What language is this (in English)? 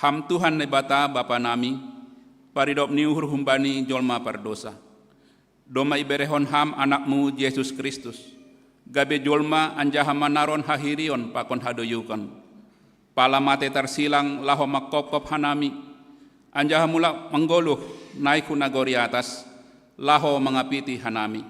Batak Simalungun